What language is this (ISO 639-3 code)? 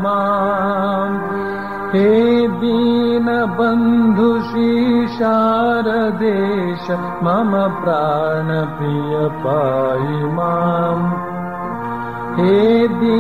kan